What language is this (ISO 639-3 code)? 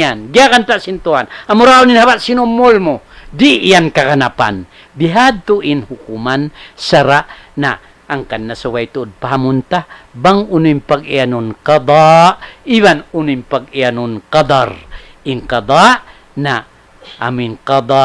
tsg